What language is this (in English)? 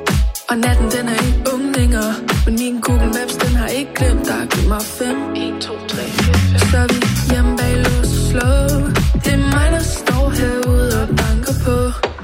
Danish